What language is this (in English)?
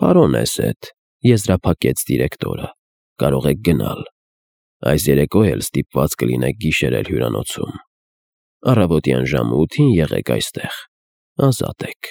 Armenian